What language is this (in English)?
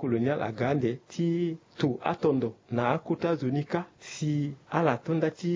Sango